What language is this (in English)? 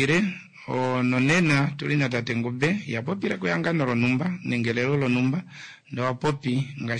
Kuanyama